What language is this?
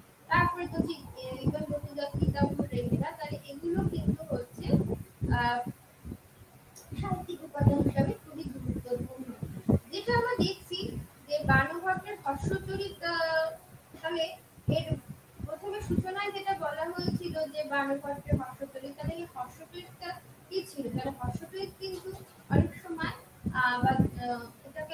Bangla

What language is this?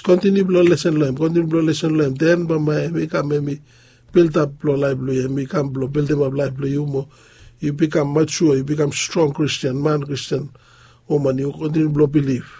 Bislama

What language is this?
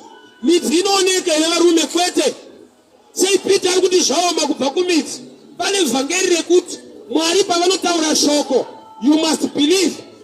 Shona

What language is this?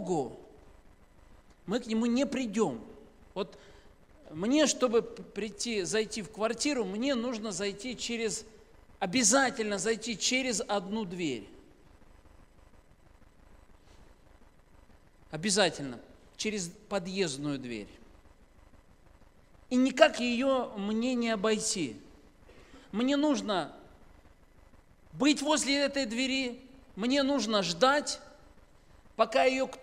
Russian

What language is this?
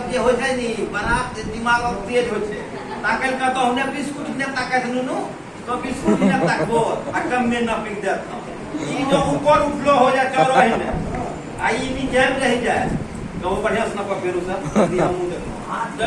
Angika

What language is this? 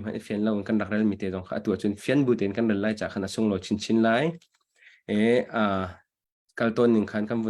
Hakha Chin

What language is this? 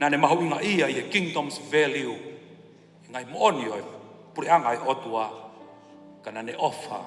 Tongan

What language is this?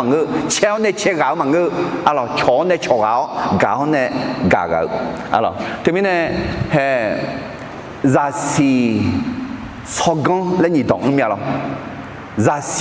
Akha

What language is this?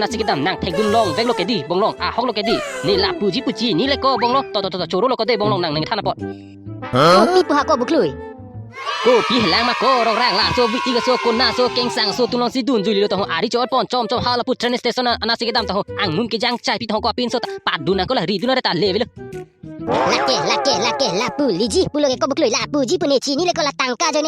Karbi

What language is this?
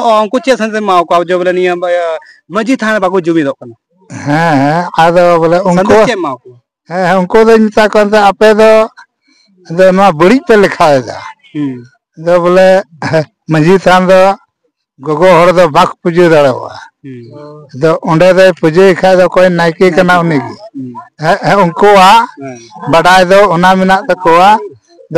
Santali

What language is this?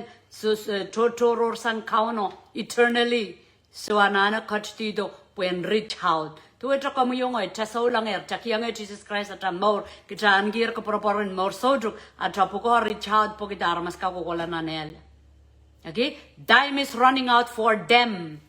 Pohnpeian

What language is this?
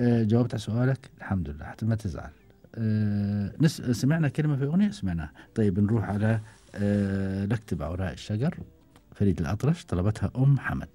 Gulf Arabic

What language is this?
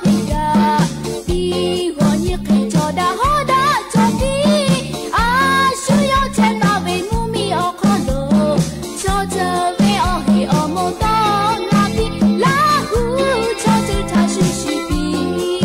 Lahu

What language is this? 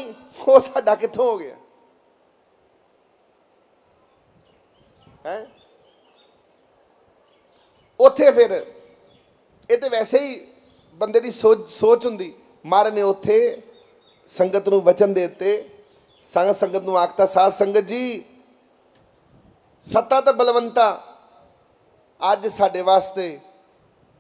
Punjabi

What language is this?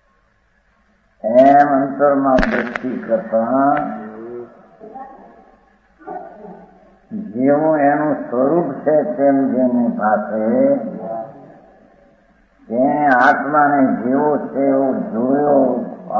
Gujarati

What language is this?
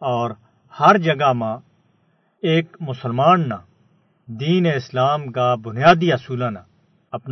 Gujari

